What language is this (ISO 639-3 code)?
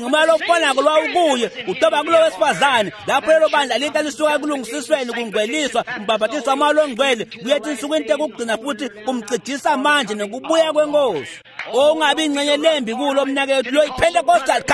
ssw